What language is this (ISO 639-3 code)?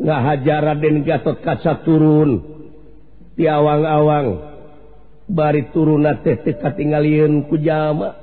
sun